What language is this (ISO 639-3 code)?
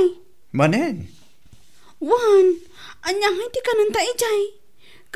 ilo